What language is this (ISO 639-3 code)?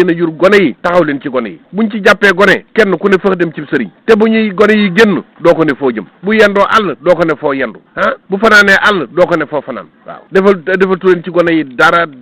wol